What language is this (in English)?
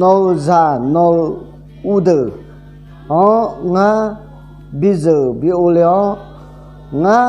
Akha